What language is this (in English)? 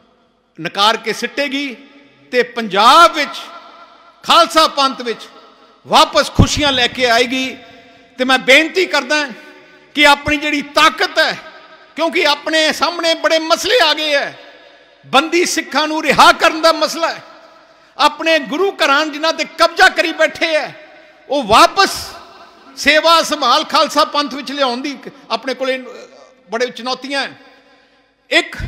Punjabi